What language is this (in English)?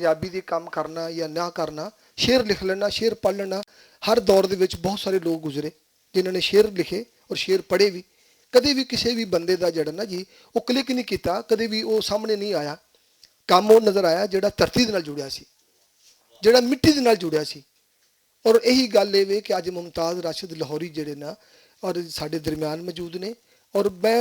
Western Panjabi